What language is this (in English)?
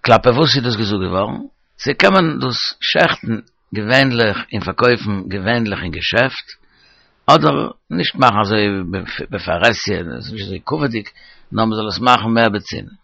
Yiddish